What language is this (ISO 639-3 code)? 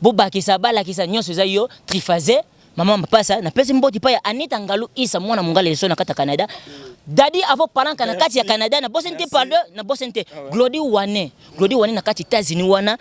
lin